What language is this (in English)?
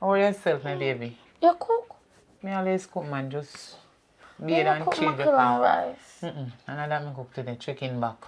Jamaican Creole English